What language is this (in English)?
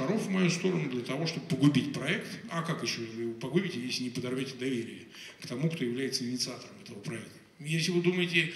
Russian